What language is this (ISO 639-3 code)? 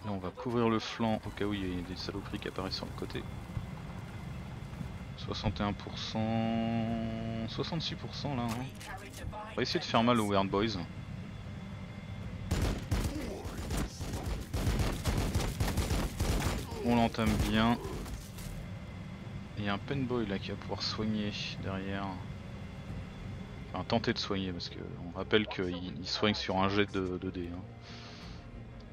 fra